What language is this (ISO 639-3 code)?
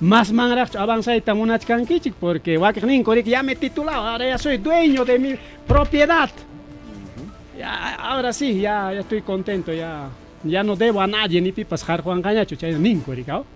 quy